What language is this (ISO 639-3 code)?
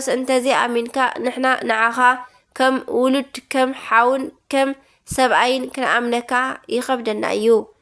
tir